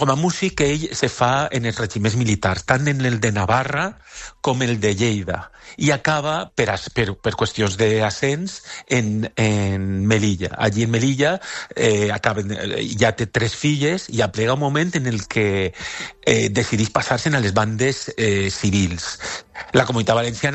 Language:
Catalan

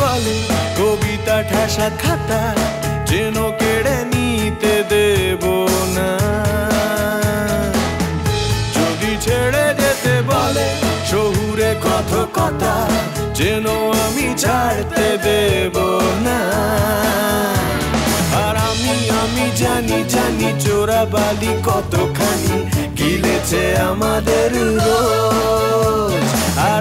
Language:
Bangla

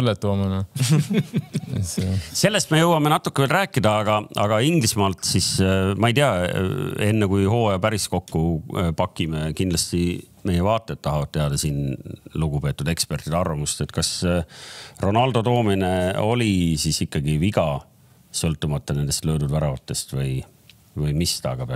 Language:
Estonian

